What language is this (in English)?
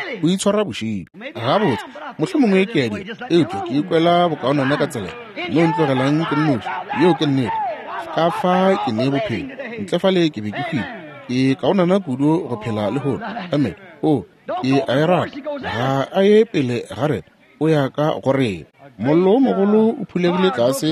Northern Sotho